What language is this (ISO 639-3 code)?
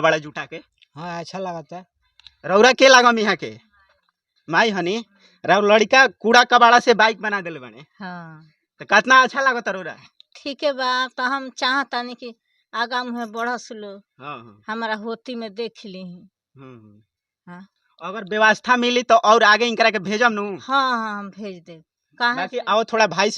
bho